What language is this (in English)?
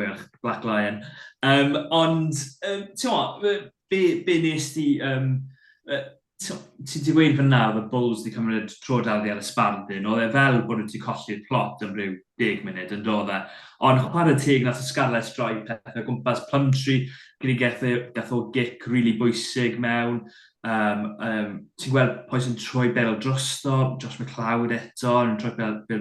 Welsh